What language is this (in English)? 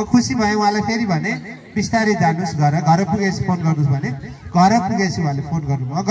Nepali